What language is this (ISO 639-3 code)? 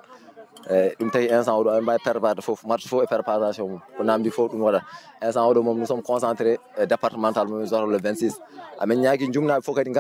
ful